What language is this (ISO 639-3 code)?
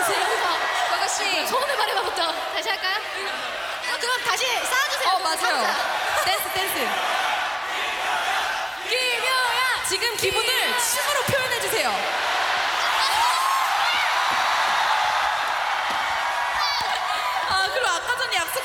kor